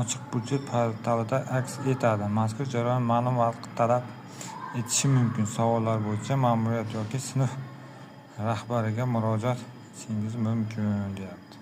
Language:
Uzbek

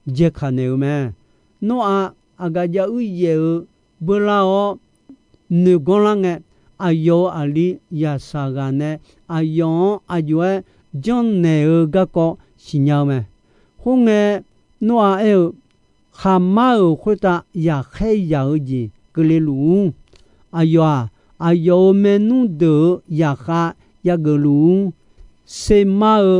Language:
Akha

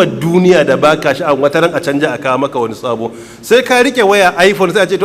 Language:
Hausa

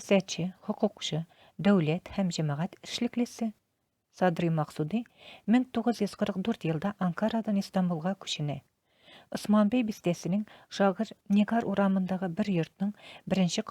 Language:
Tatar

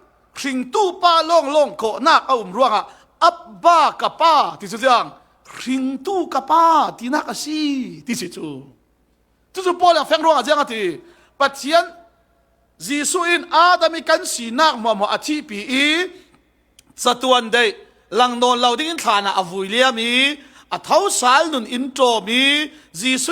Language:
Falam Chin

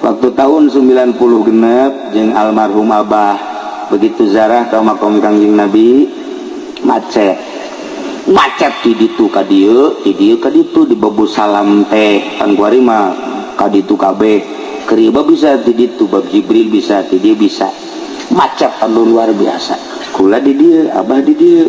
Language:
Sundanese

